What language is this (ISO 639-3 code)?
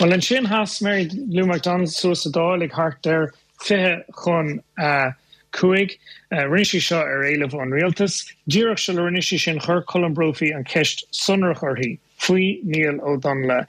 gle